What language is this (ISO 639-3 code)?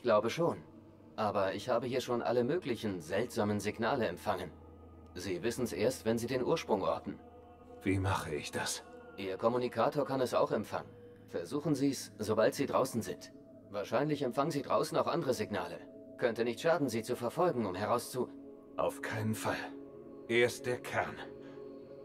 bar